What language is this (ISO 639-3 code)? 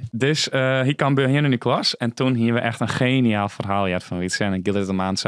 fry